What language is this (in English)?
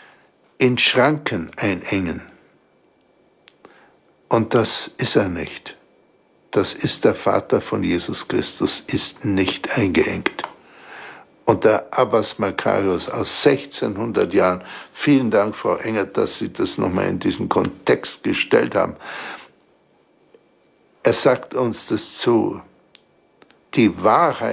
German